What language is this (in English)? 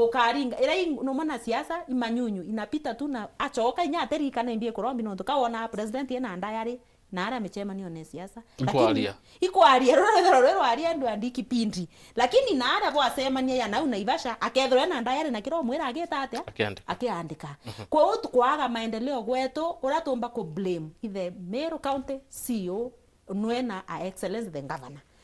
Meru